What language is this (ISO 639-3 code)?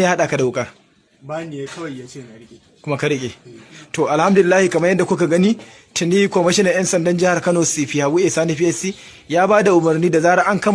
hau